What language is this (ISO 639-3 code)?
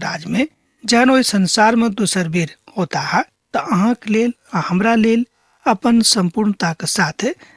mai